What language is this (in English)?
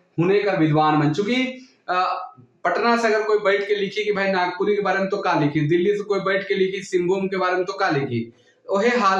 Sadri